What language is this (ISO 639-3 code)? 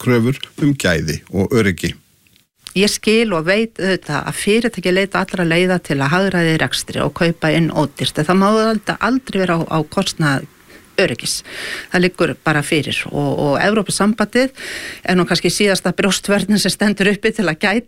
isl